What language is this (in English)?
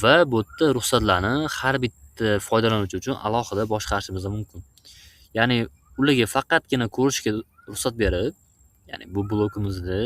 Uzbek